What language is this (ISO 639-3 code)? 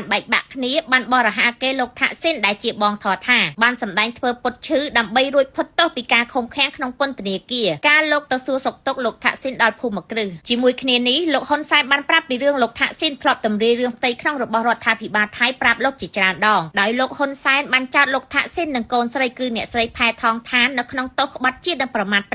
khm